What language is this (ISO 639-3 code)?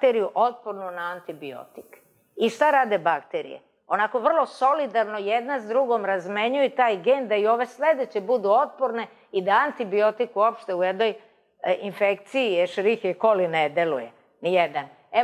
srp